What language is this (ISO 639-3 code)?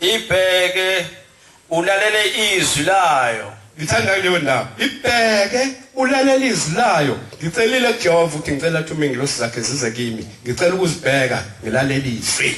zul